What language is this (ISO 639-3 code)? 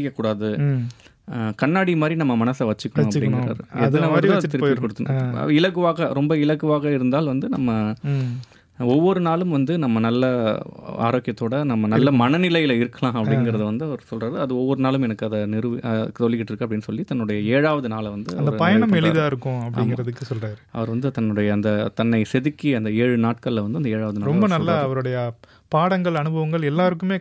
tam